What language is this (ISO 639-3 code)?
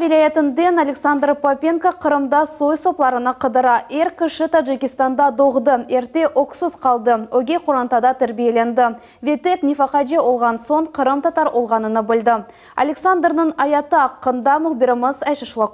crh